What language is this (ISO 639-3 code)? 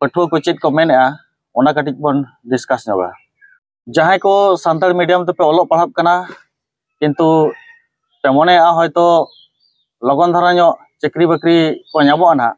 sat